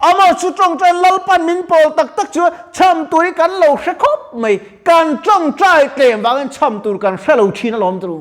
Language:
Mizo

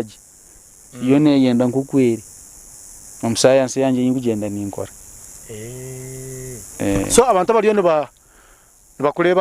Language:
Nyankole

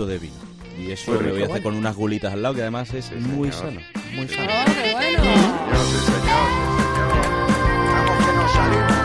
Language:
Spanish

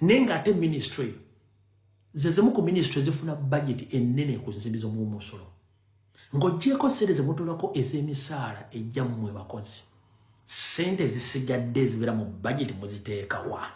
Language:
Ganda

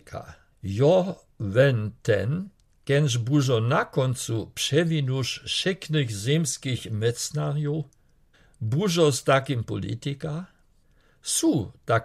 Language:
Lower Sorbian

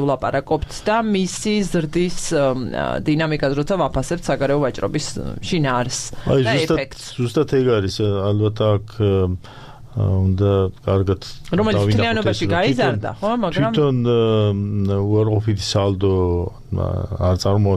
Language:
Georgian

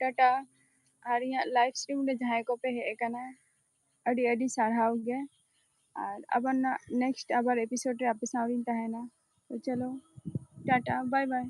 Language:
Santali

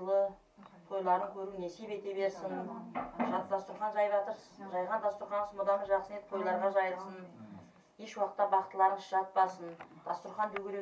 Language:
Kara-Kalpak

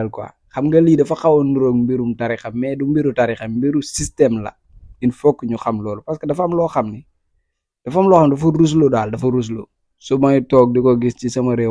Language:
Wolof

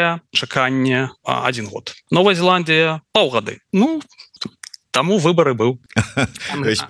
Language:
Belarusian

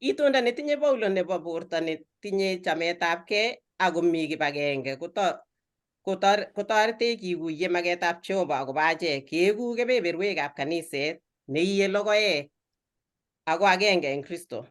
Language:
Kalenjin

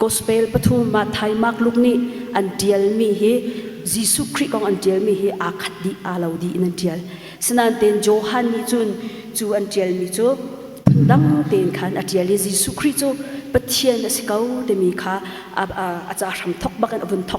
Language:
Hakha Chin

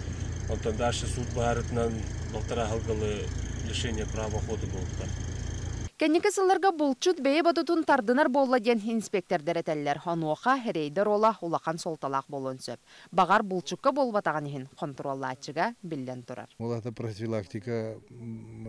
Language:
Yakut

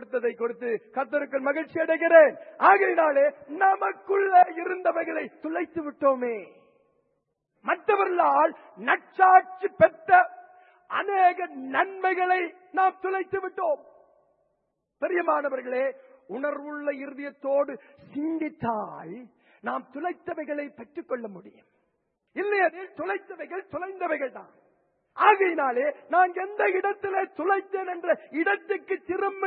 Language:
Tamil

